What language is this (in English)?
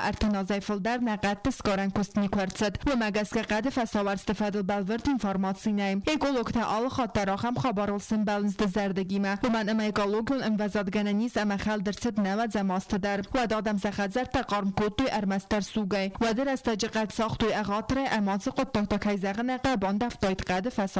Ossetic